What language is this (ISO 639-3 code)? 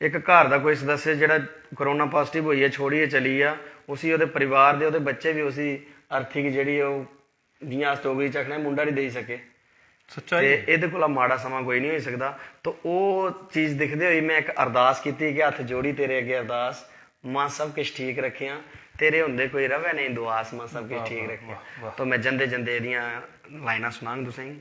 doi